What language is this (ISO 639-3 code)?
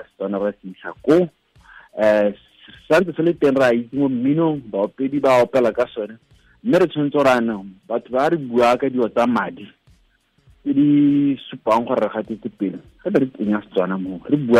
tsn